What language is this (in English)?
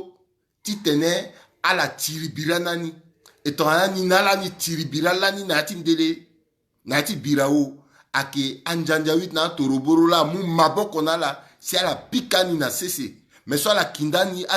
Sango